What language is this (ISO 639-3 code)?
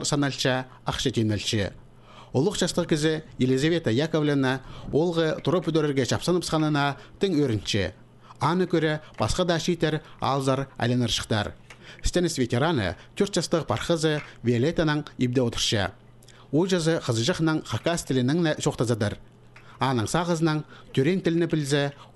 kjh